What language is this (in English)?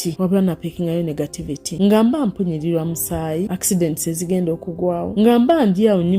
Ganda